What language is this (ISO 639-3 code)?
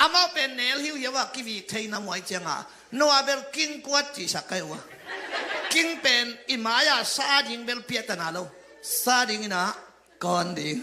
ctd